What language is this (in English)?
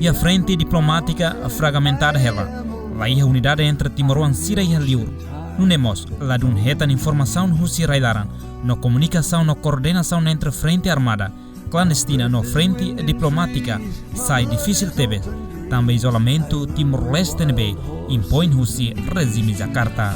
Tetum